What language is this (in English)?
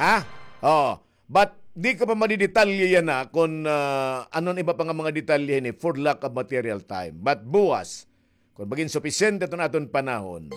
Waray